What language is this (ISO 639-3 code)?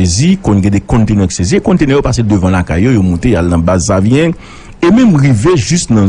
hat